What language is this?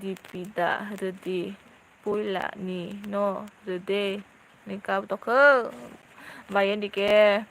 Kok Borok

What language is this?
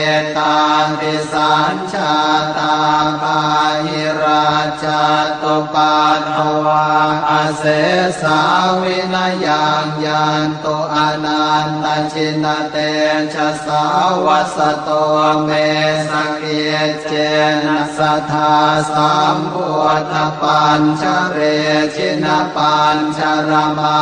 Pali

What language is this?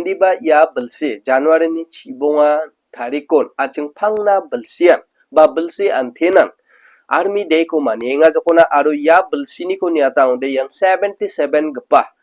Garo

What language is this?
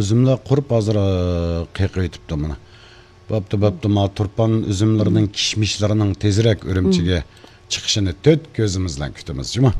Uyghur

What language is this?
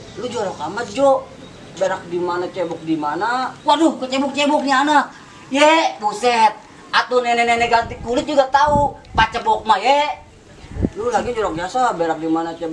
Betawi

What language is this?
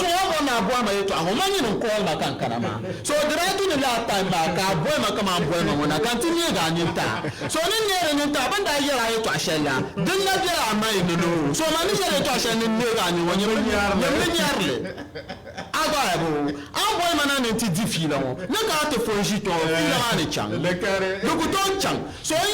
Dagbani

